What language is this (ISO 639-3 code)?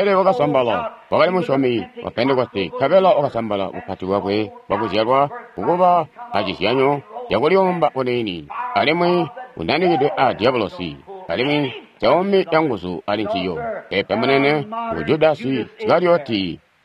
toi